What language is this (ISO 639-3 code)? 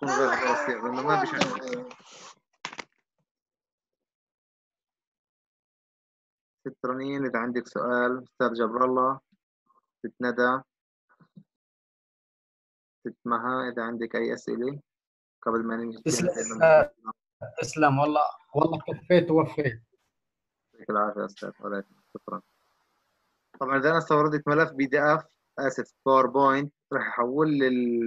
ajp